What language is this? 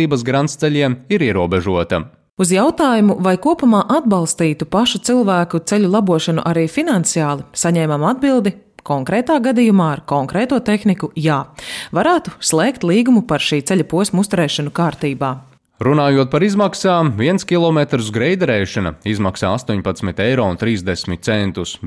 Latvian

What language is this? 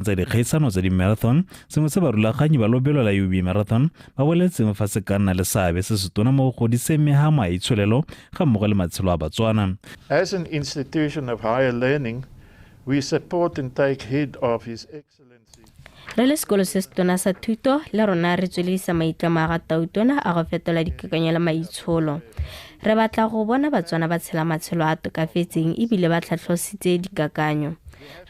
Tswana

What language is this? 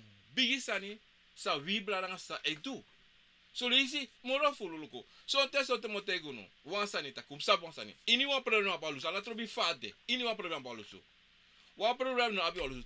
Sranan Tongo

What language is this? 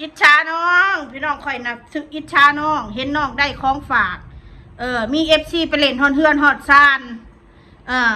Northeastern Thai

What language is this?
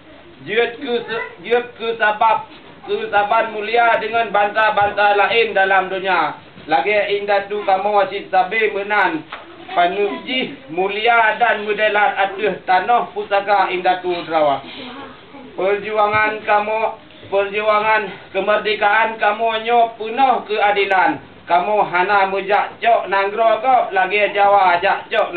Achinese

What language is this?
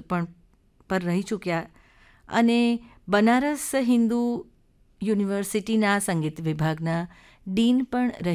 Gujarati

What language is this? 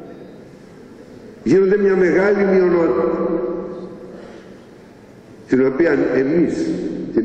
Greek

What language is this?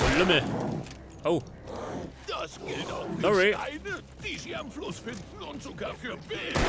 Bavarian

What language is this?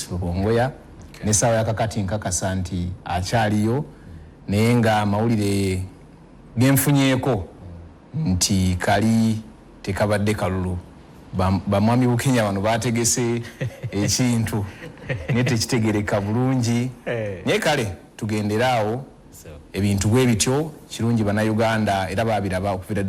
Ganda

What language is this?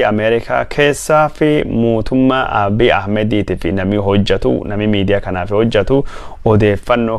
Oromo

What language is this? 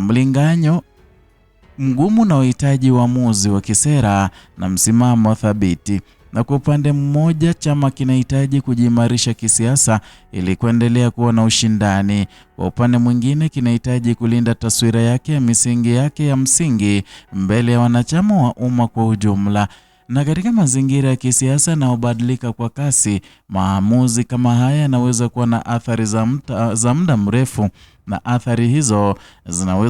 Swahili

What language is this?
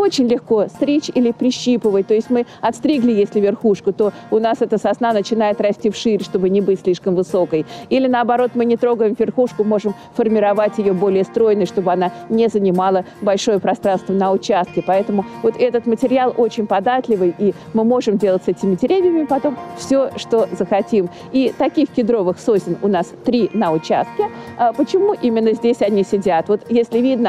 Russian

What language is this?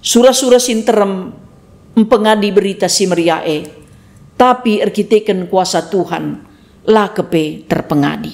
Batak Karo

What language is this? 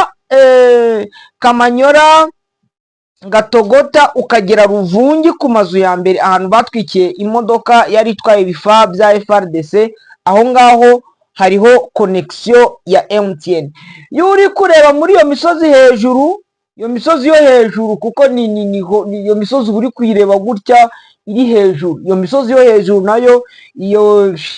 Kinyarwanda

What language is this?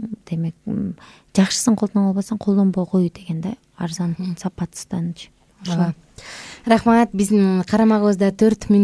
Kyrgyz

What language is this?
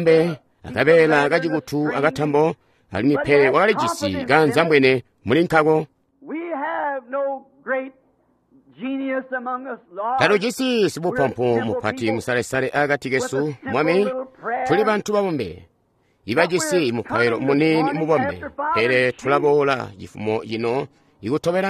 Tonga (Zambia)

